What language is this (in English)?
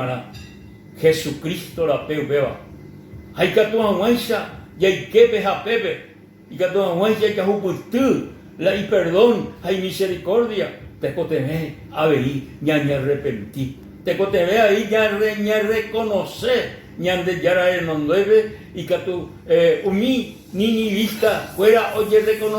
Guarani